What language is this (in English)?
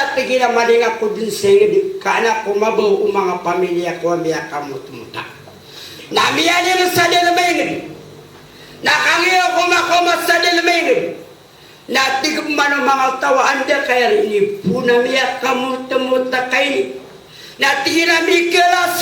Maranao